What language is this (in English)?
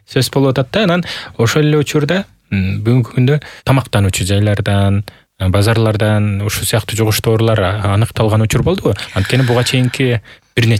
Kyrgyz